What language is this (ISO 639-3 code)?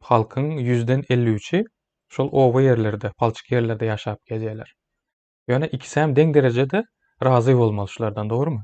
tuk